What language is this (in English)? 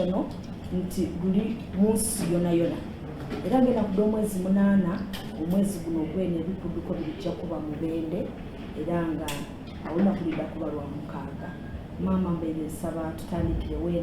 Soga